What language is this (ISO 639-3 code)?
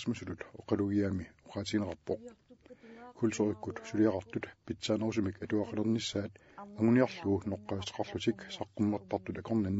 kal